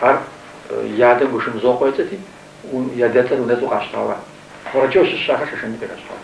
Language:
Kabardian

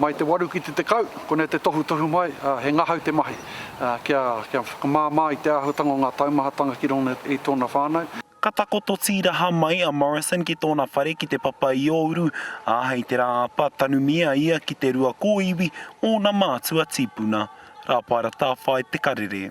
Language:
Māori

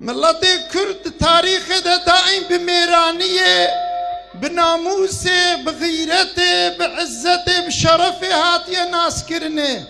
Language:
Kurdish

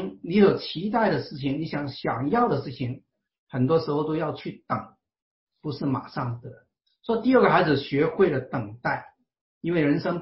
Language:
Chinese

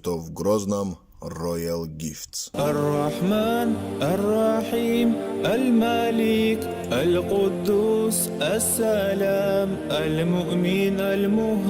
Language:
Chechen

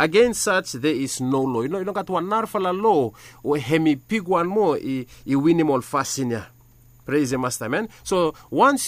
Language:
Bislama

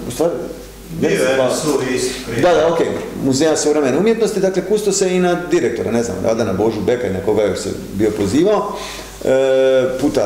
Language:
Croatian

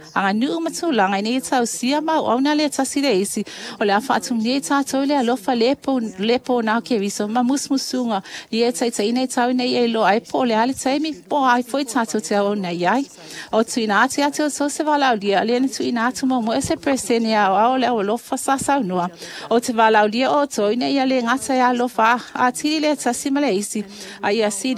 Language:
Samoan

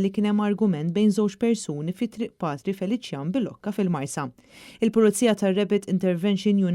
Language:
Maltese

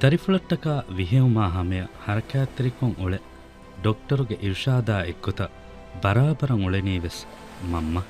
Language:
Divehi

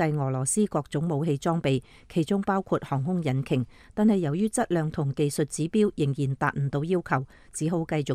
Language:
Cantonese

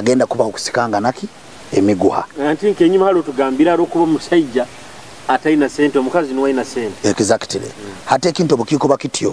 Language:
Nyoro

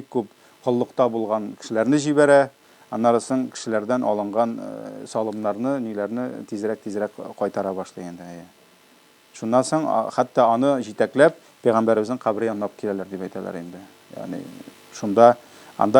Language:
Tatar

